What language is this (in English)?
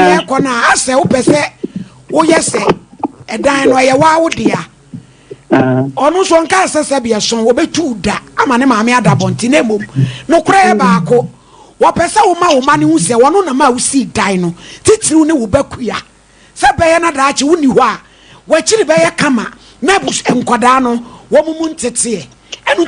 Akan